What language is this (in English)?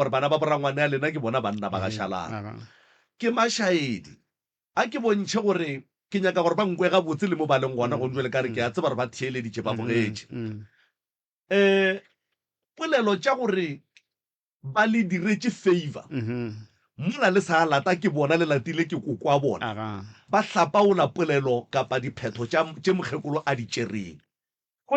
Northern Sotho